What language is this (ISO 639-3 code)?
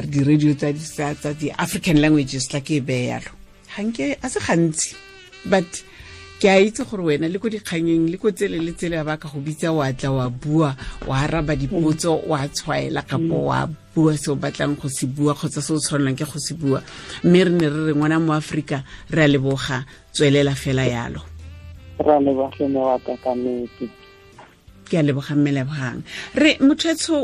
tsn